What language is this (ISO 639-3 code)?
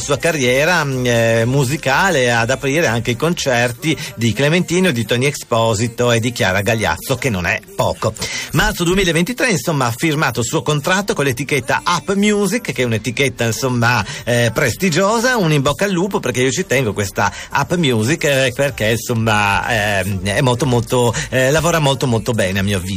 ita